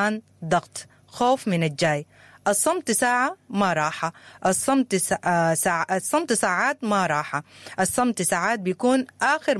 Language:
Sudanese Arabic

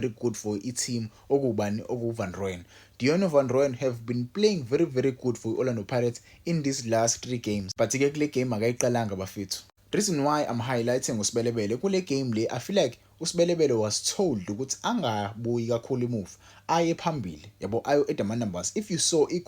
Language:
Zulu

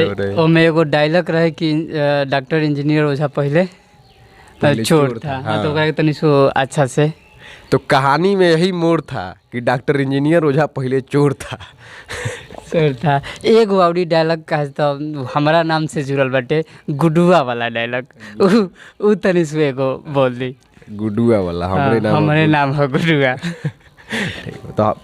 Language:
Bhojpuri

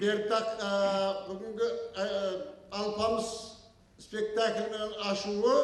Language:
Kara-Kalpak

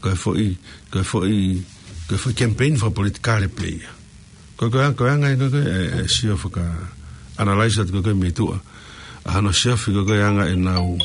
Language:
Tongan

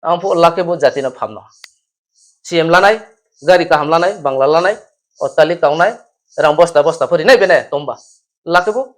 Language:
Riang (India)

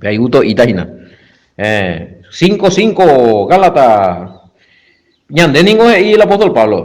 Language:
Guarani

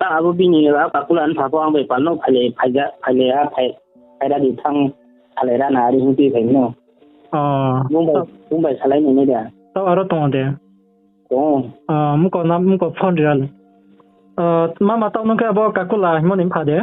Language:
Riang (India)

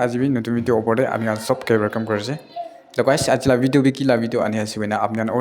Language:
Naga Pidgin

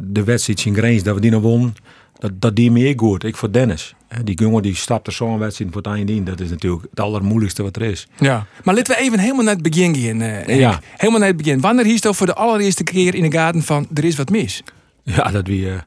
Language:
Western Frisian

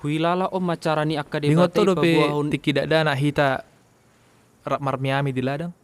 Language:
Batak Toba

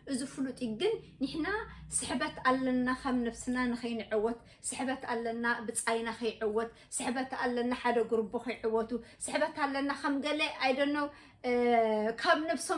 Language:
Tigrinya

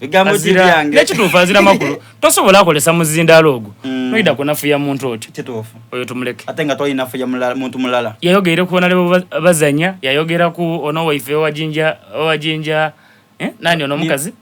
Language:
Soga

